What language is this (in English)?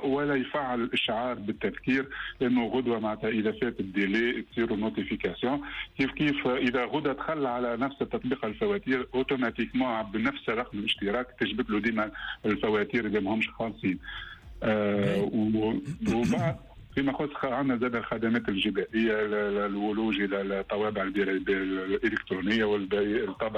Tunisian Arabic